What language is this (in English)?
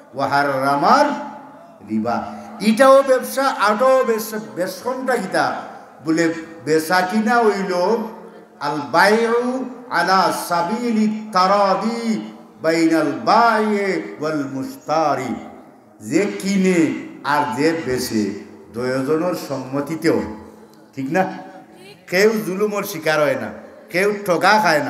Sylheti